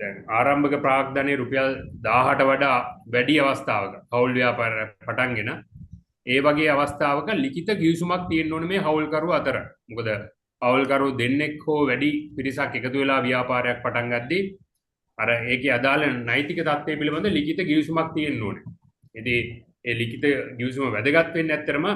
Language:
Sinhala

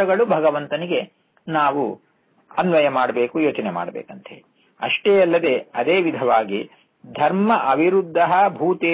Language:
Kannada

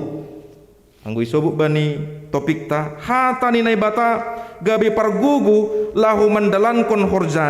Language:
Batak Simalungun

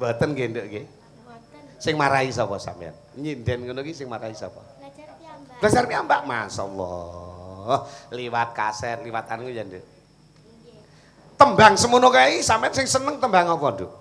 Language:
Javanese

